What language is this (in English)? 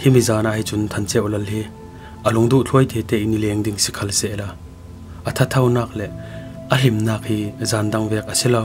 Falam Chin